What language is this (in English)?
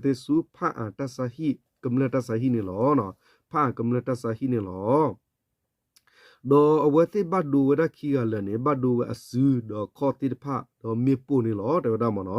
S'gaw Karen